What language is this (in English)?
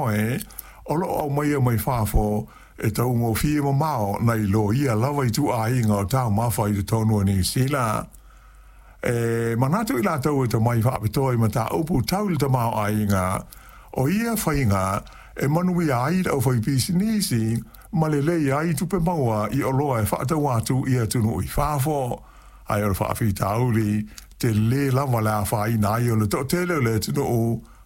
Samoan